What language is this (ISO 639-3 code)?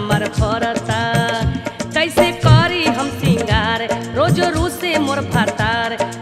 bho